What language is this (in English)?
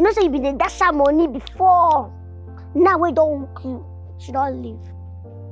Nigerian Pidgin